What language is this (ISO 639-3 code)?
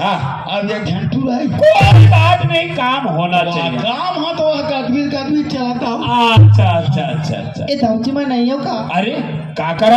hne